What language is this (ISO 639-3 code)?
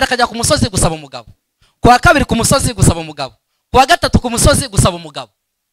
kin